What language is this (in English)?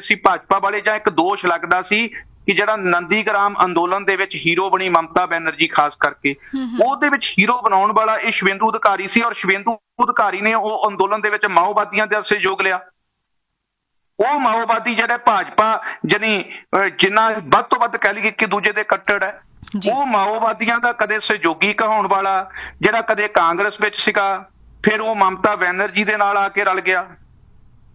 Punjabi